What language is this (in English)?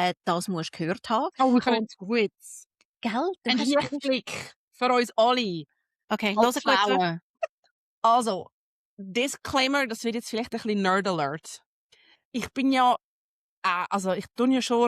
Swiss German